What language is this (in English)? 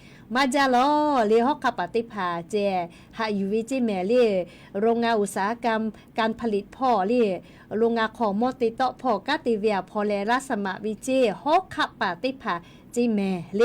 Lahu